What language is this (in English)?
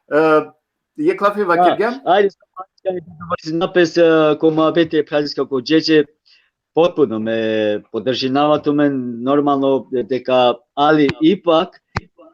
Balkan Romani